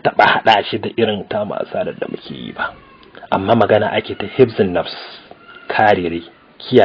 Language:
Hausa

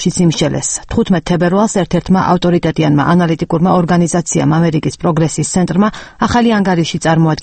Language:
Georgian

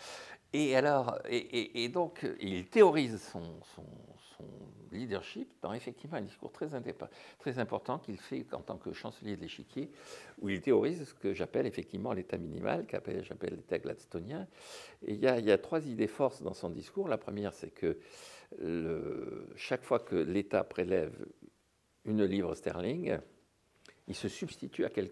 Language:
French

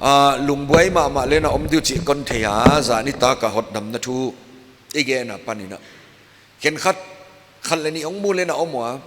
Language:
Paite Chin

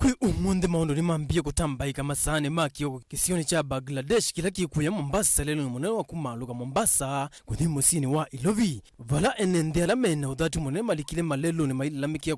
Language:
Kamba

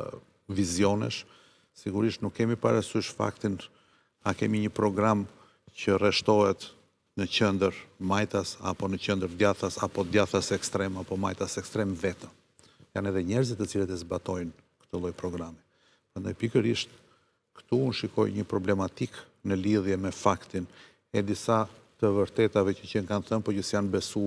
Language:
Albanian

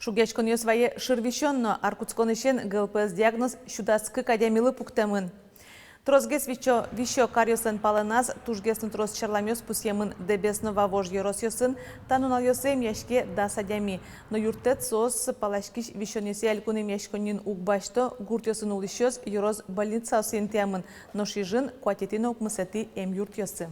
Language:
Udmurt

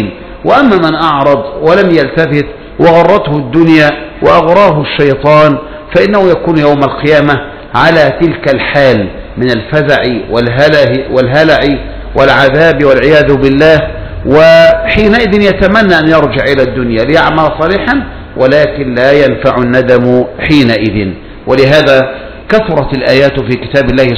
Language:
Arabic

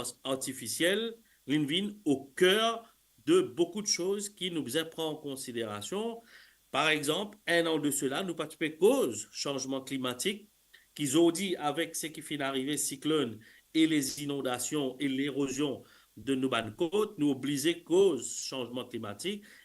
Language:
Morisyen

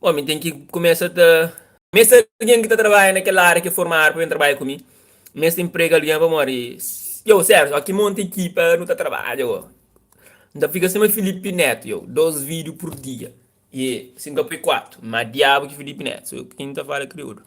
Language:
Kabuverdianu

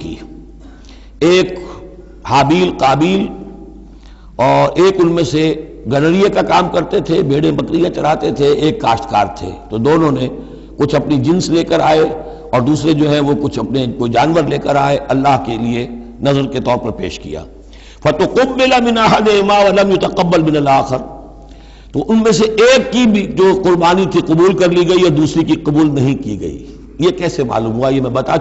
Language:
Urdu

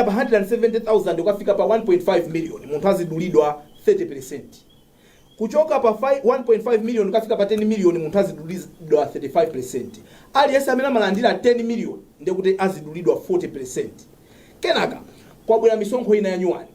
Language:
Nyanja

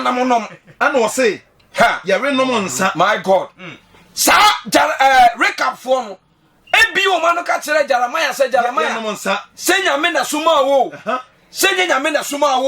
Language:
Akan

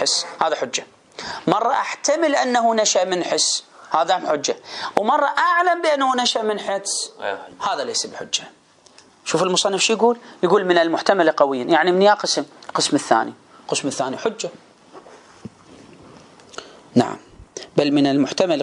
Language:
Arabic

